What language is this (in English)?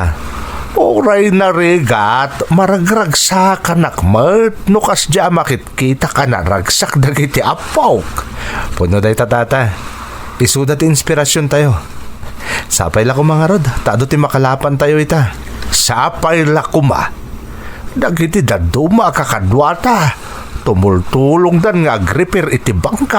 Iloko